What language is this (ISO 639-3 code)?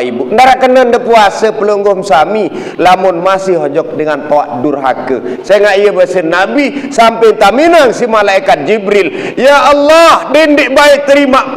sas